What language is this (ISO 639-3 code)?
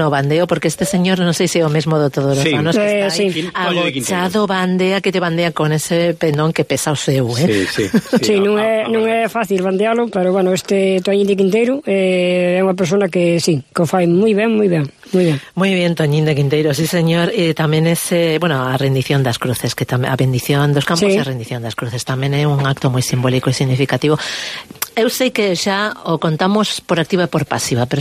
glg